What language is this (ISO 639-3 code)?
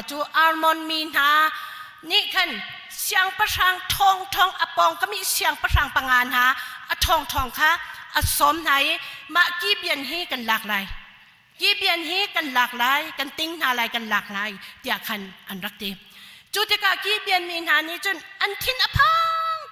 cnh